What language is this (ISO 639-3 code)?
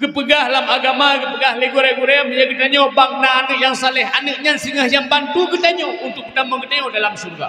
ace